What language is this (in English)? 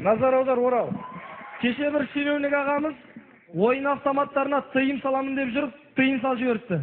Kazakh